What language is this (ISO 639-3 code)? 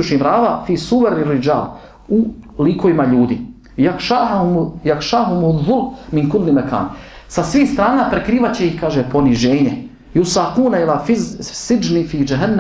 bos